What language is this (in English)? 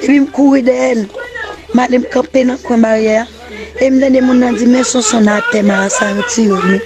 Haitian Creole